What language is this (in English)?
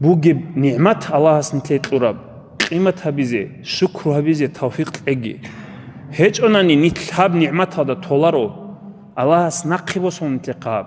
Avaric